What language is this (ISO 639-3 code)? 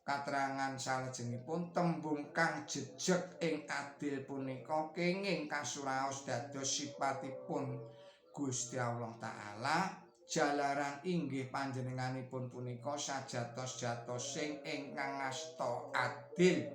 jav